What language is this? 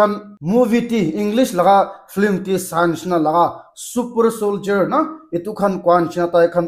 Naga Pidgin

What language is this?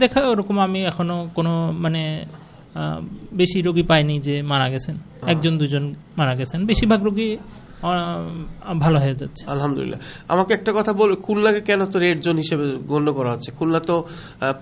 Bangla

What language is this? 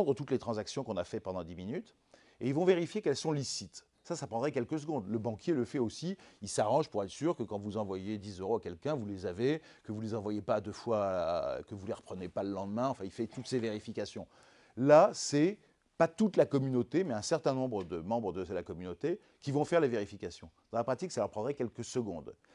French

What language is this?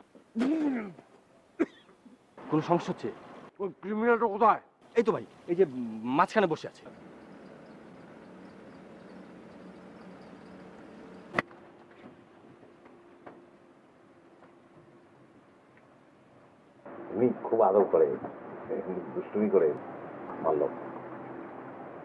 Bangla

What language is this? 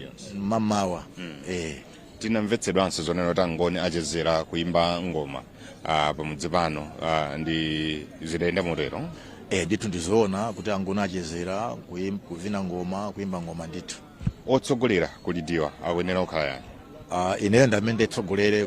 Nyanja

